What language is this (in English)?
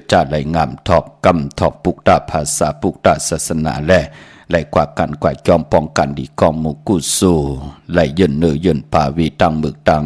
Shan